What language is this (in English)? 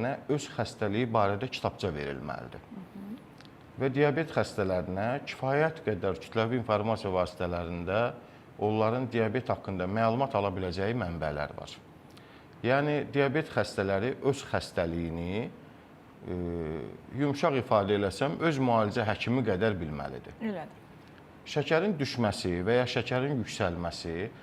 Azerbaijani